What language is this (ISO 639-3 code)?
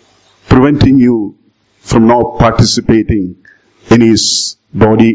mal